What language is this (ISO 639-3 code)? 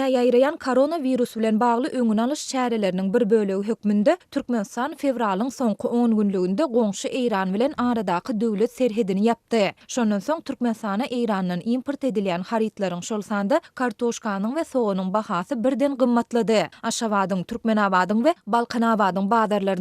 tuk